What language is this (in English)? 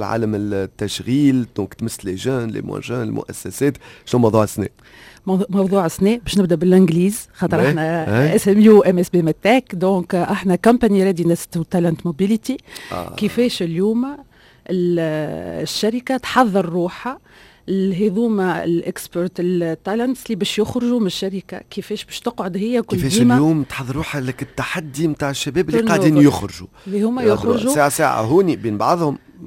Tunisian Arabic